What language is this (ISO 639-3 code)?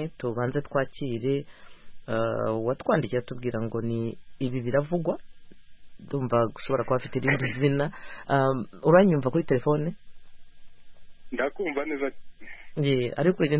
kin